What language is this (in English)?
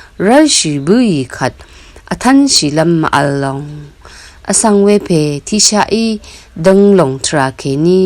Rawang